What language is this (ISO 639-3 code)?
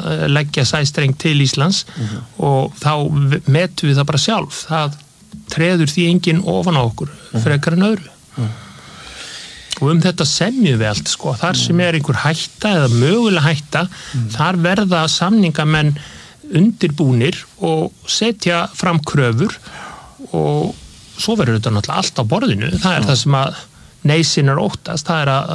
isl